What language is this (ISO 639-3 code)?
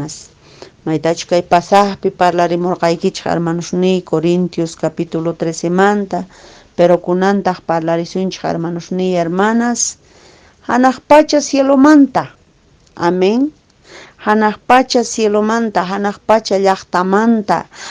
que